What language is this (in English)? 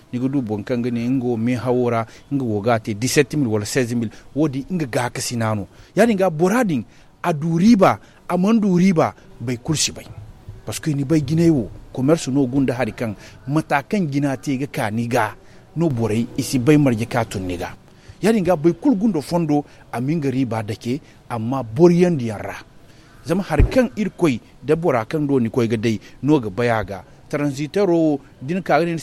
Zarma